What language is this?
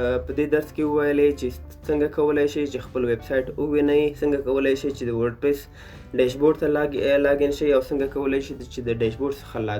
Pashto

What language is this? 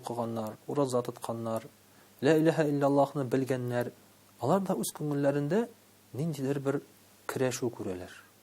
Tatar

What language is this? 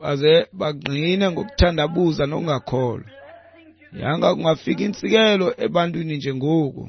Xhosa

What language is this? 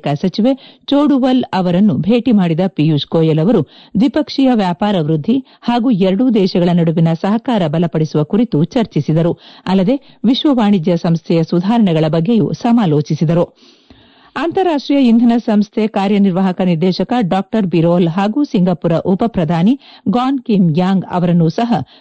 Kannada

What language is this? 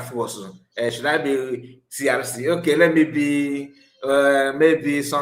Igbo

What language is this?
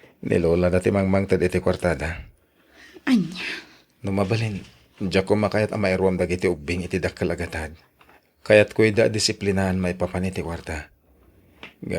Iloko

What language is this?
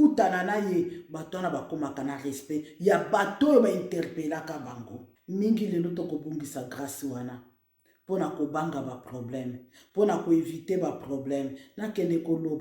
Lingala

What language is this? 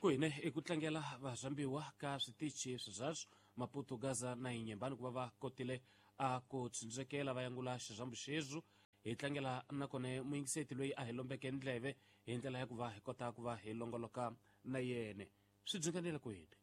Tsonga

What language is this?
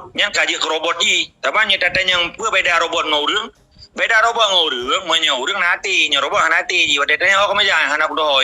Achinese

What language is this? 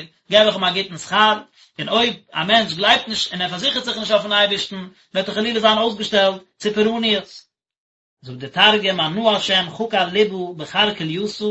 Yiddish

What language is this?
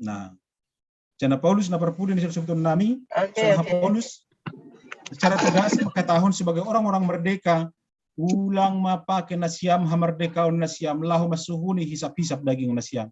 Batak Simalungun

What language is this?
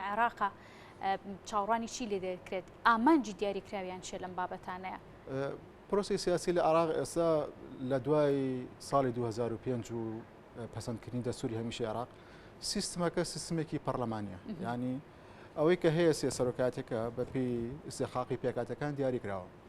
Central Kurdish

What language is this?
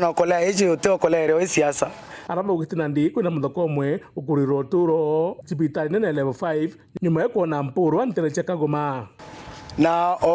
Meru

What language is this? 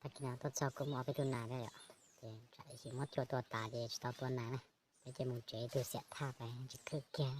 Hmong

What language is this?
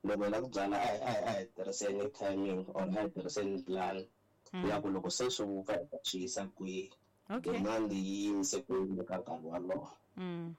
Tsonga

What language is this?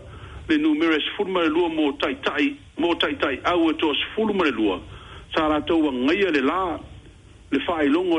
Samoan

